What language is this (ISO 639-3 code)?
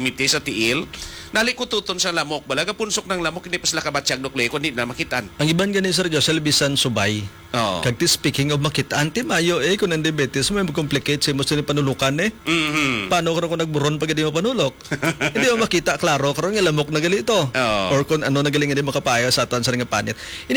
hil